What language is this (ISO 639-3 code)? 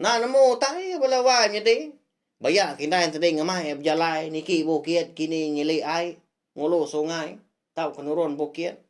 iba